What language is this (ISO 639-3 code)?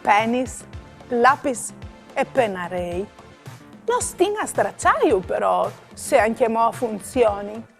fur